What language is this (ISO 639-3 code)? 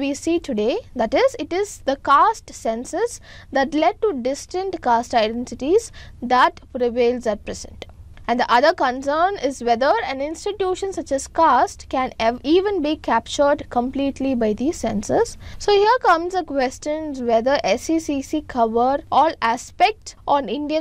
eng